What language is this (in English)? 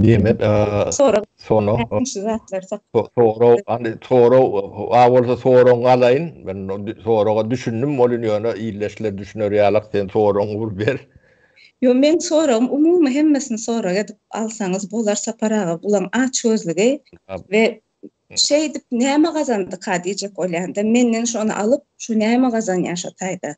Turkmen